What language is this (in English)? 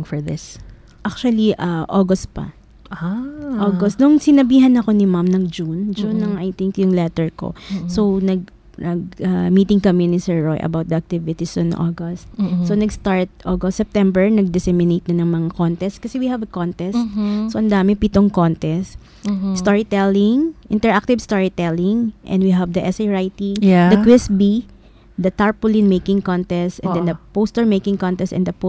Filipino